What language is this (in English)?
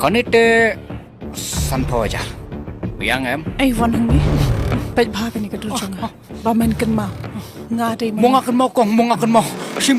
Khasi